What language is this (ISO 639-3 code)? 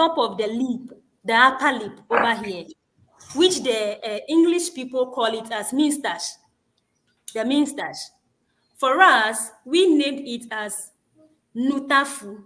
ewe